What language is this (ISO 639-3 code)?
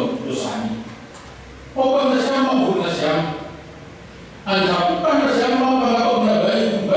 bts